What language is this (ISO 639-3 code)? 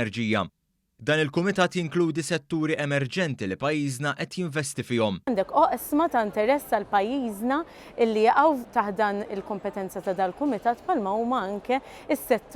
mlt